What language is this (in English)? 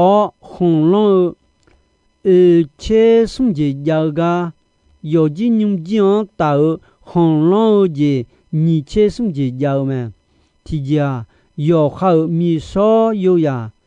Akha